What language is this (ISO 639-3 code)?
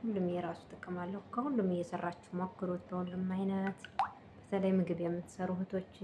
amh